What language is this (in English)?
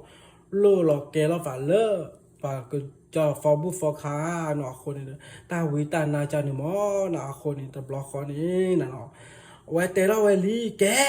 S'gaw Karen